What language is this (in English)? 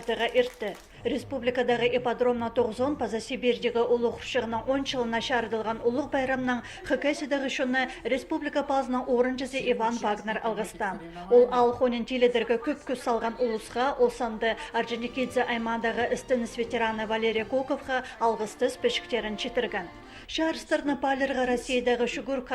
Khakas